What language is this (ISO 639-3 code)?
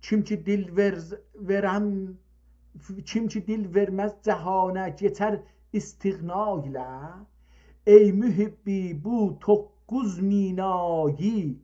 azb